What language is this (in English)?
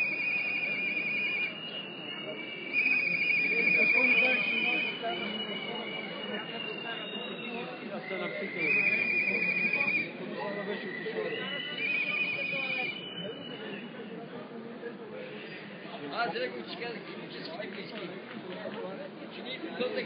Bulgarian